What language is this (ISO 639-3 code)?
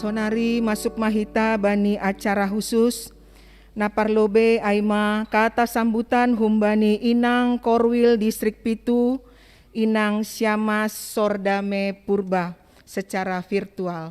bts